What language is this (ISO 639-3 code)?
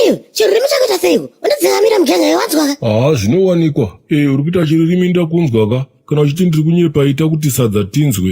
sna